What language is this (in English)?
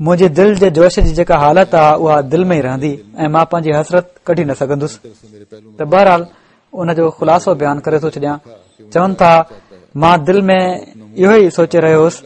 Sindhi